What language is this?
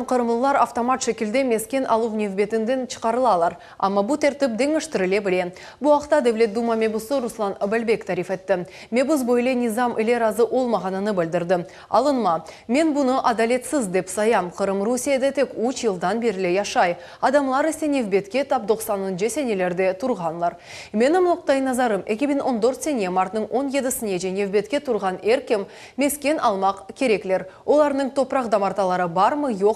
Crimean Tatar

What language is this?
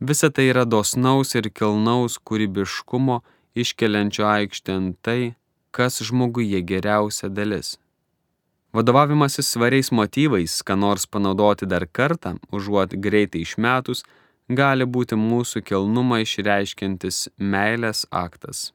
Lithuanian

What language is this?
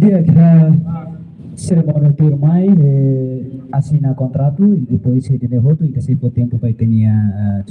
Tetum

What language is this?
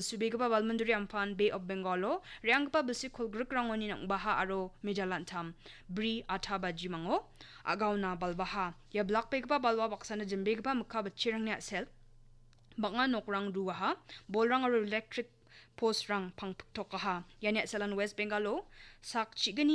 Garo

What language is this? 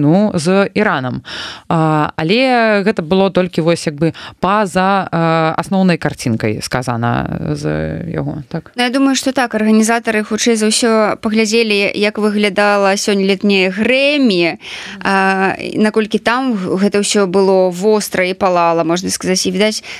Belarusian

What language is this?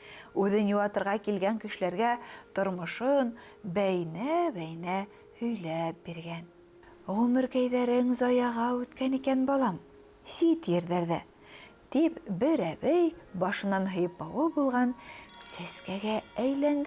Bashkir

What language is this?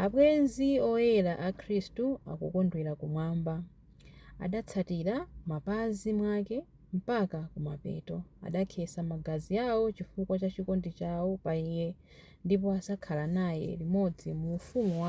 Nyanja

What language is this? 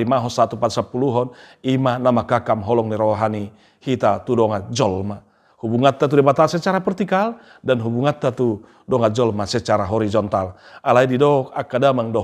Batak Toba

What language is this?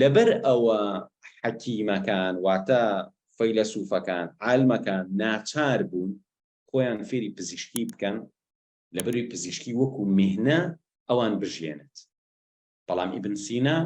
Central Kurdish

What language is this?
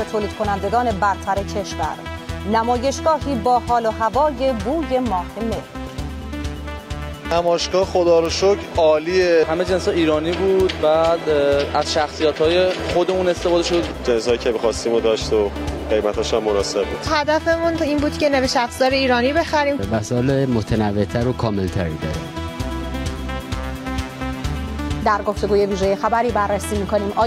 Persian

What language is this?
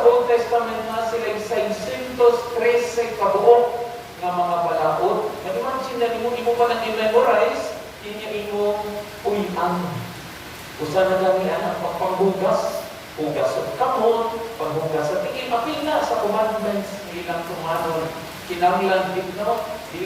Cebuano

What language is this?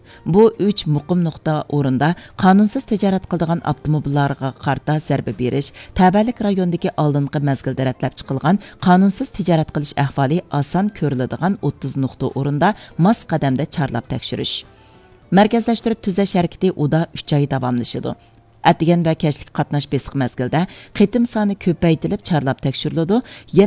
Uyghur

